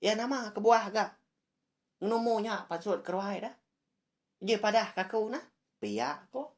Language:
Iban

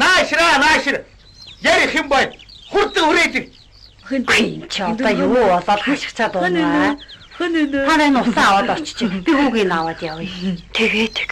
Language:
Mongolian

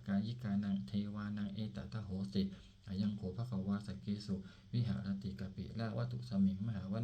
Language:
Pali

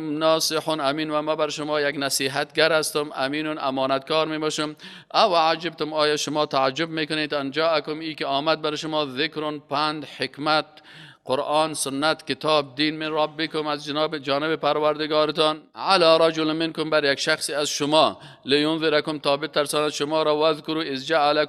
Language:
Persian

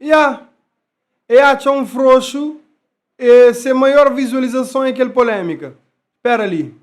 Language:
Kabuverdianu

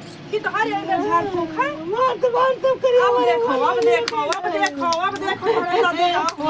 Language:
Awadhi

